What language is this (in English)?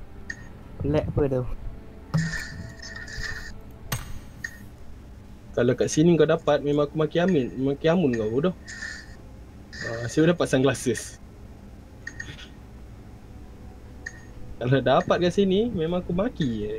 Malay